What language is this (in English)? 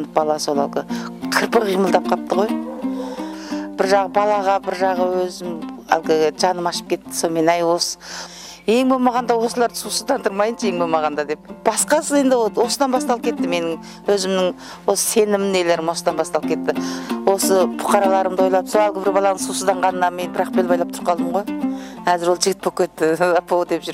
Kazakh